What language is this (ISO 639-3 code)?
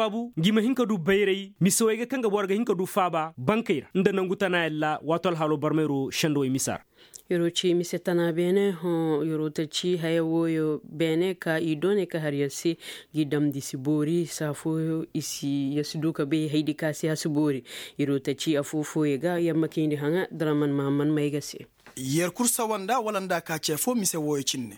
ses